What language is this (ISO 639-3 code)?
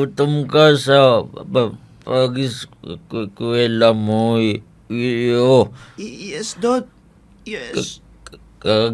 hil